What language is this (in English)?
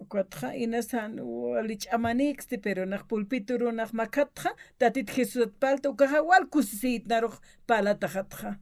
Aymara